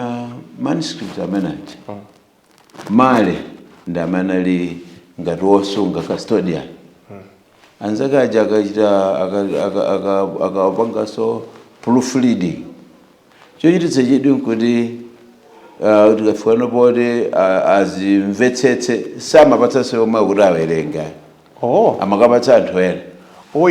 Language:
Nyanja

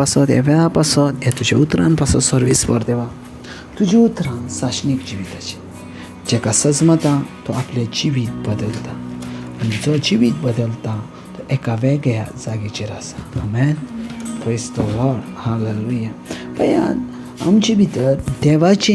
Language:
Konkani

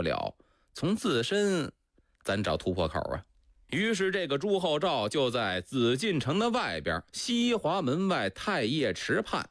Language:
Chinese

